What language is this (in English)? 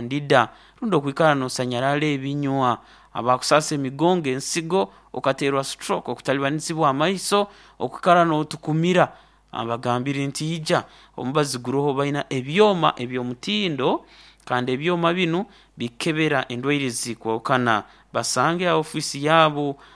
Nyoro